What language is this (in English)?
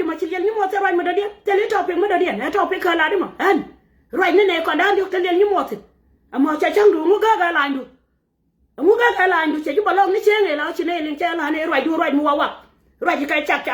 Nuer